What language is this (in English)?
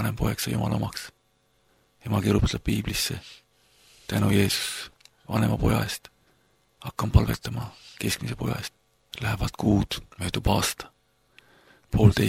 Estonian